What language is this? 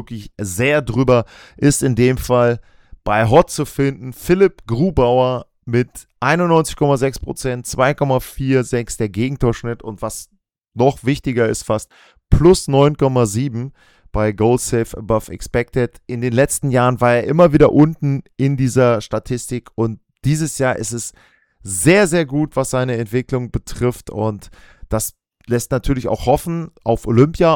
German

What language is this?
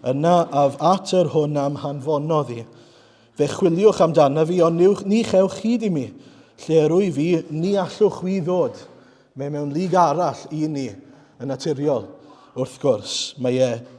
Welsh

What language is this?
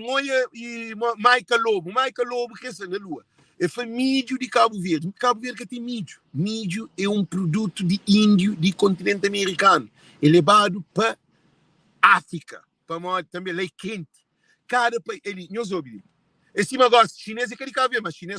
Kabuverdianu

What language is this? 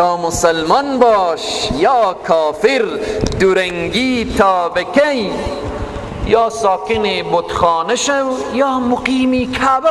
Persian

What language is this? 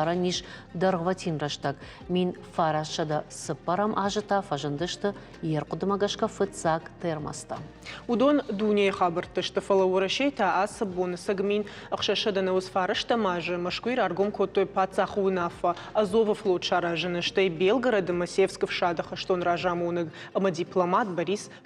Ossetic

